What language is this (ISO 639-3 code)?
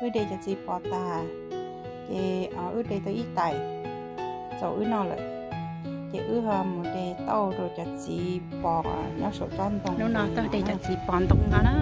hmn